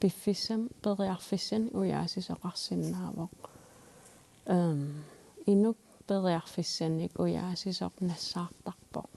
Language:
Kalaallisut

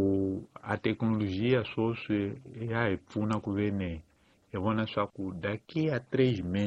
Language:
Tsonga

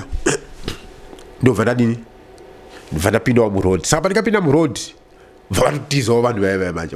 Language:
Shona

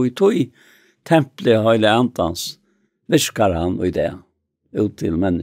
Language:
Faroese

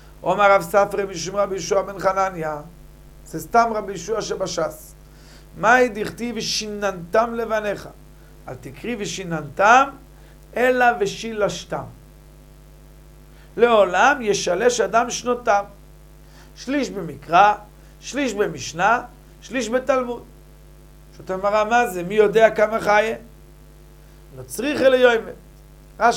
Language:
Hebrew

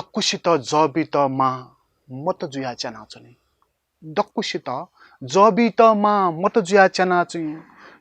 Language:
Newari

